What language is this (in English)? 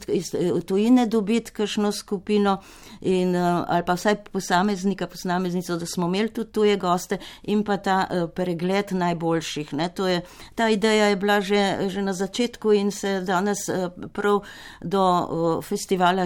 Slovenian